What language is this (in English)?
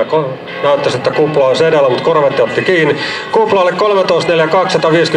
Finnish